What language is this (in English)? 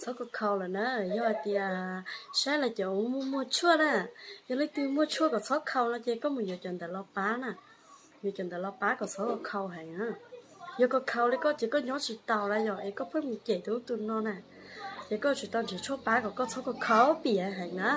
Hmong